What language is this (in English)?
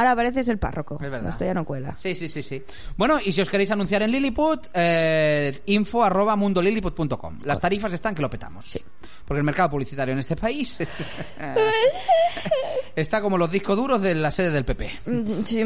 Spanish